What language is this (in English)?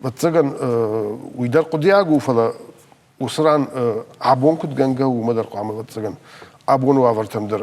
Ossetic